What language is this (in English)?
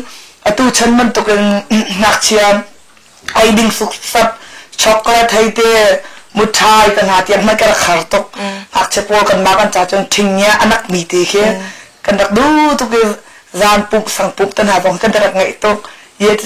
Hakha Chin